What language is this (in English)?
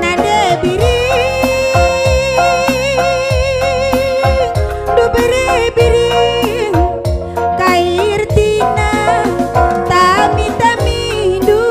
Batak Karo